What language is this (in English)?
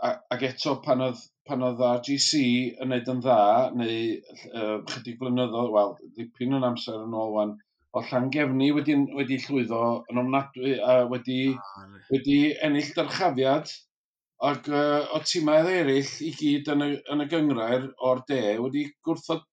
Welsh